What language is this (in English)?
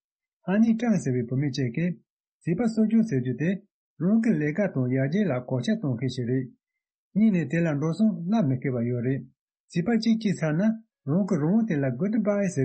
Tibetan